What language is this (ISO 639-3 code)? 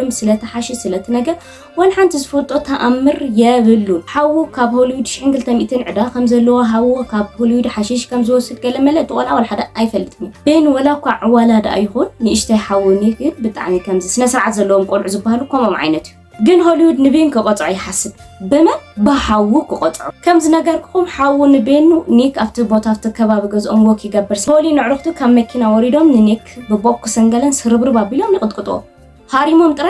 tir